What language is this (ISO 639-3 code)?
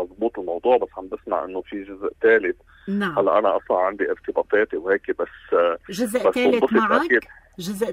apc